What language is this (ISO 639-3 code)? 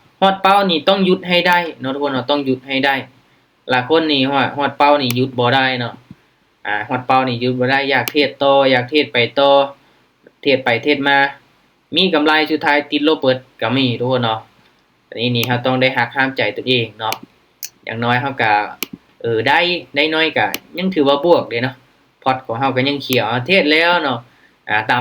lao